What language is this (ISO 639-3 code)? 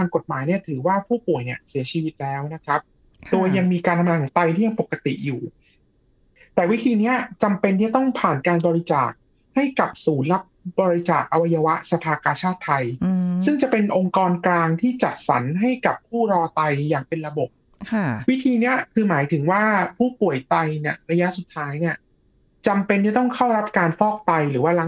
tha